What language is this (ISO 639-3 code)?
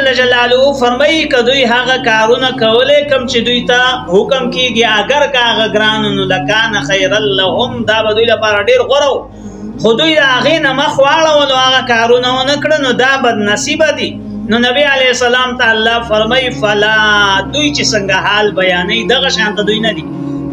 pus